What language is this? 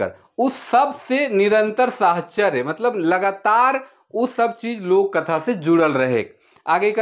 Sadri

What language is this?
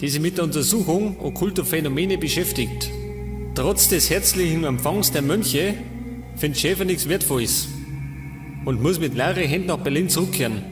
Bavarian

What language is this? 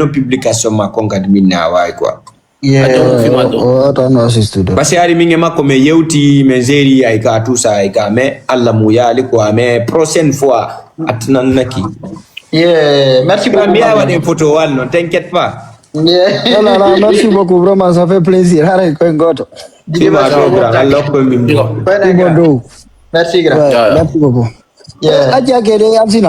Fula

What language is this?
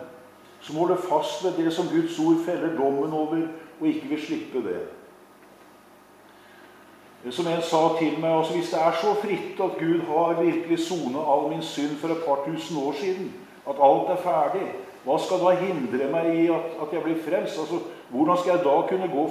Norwegian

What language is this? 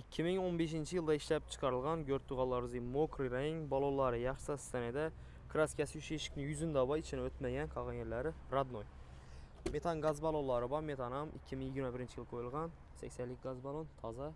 Uzbek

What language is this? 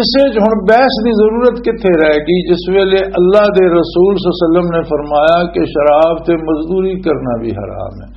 Western Panjabi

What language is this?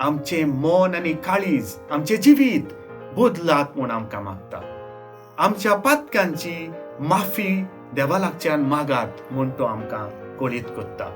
Konkani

